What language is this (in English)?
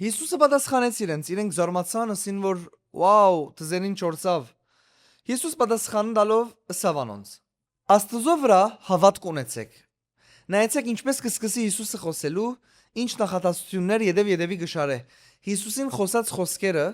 Western Armenian